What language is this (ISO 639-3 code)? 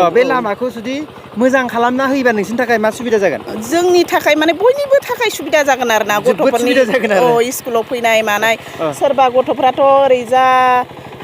brx